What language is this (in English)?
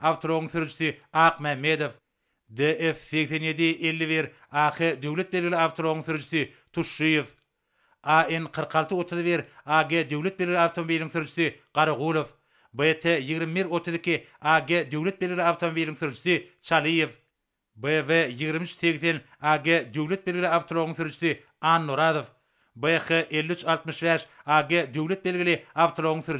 Turkmen